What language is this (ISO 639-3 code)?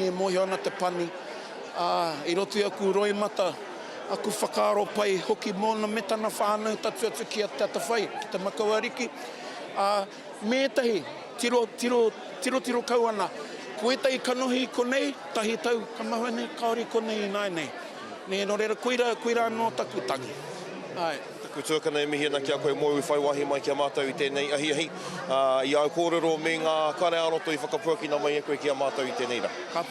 mri